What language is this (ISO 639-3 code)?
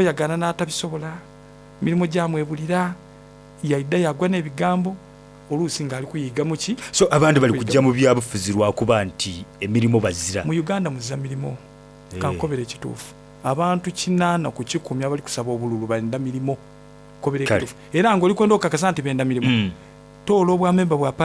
xog